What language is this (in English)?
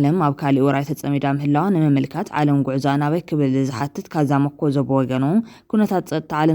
Tigrinya